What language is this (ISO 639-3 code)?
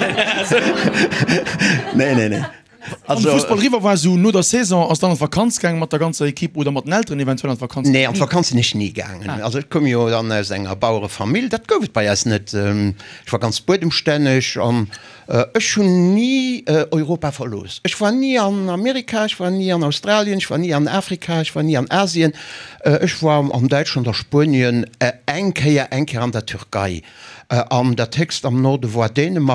ltz